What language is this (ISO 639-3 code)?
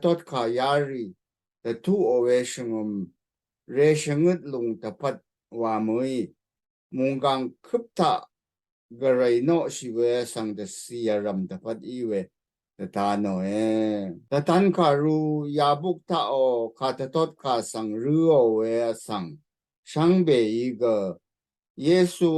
raw